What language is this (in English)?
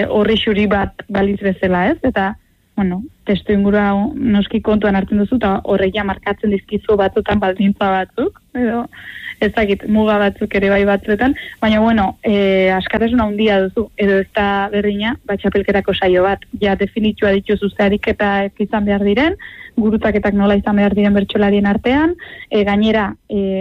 Basque